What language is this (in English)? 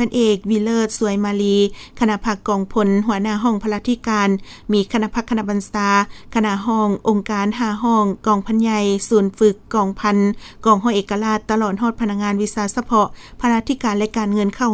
Lao